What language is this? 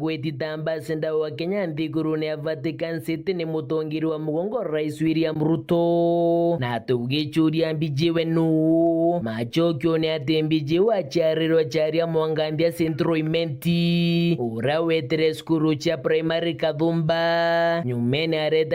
Meru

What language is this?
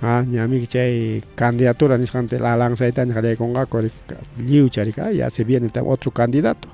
Ayacucho Quechua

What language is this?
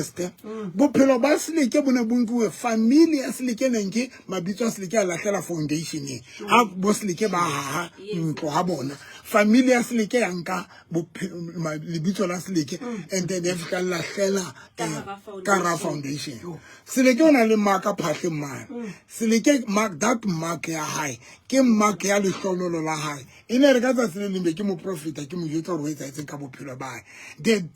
Southern Sotho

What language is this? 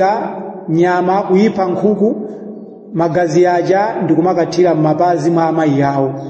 Nyanja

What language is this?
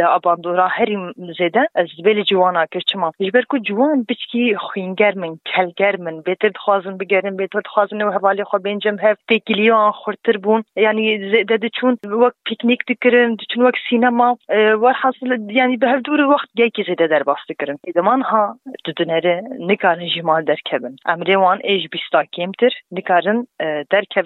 Kurdish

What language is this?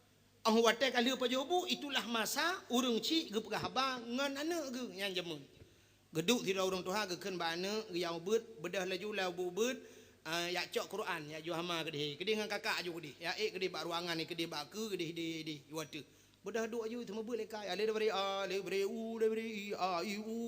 Achinese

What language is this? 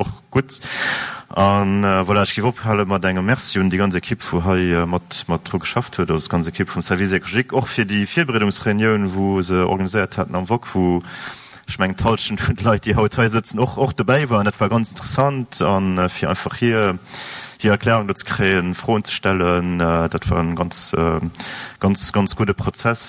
Luxembourgish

